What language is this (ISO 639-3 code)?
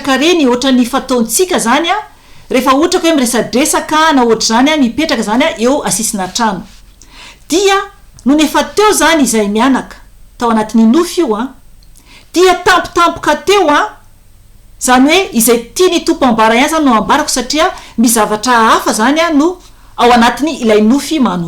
mlg